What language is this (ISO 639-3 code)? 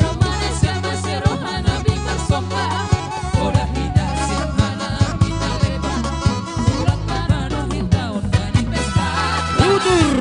bts